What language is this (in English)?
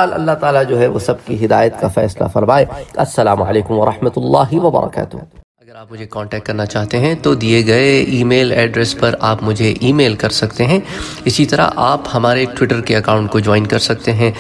Urdu